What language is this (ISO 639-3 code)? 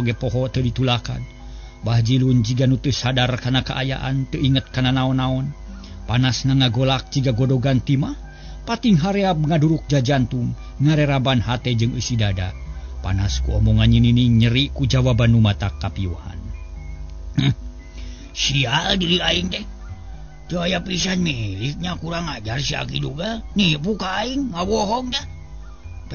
sun